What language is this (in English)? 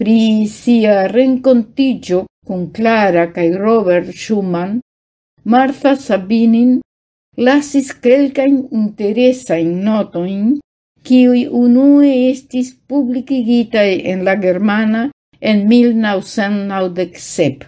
Esperanto